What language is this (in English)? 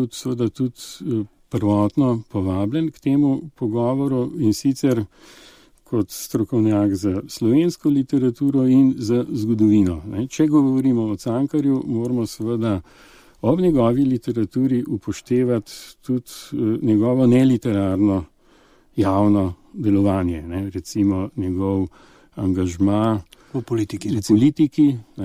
Slovenian